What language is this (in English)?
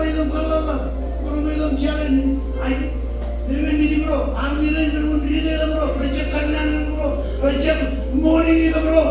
Marshallese